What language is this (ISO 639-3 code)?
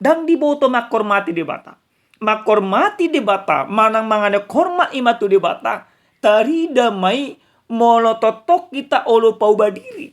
bbc